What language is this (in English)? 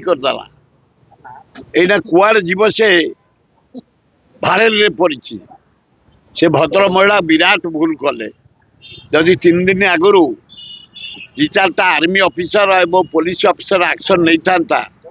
Odia